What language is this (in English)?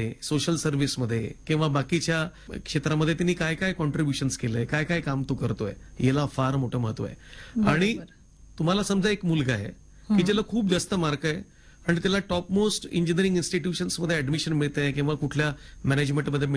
Marathi